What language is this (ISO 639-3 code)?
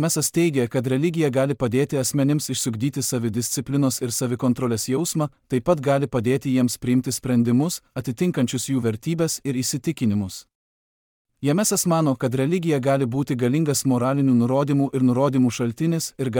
lit